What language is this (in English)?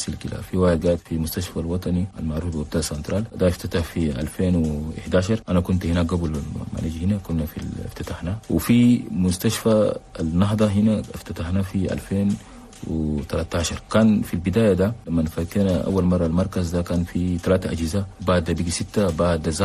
Chadian Arabic